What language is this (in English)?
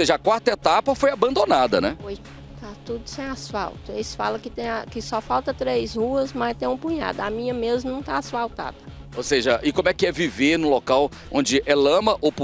Portuguese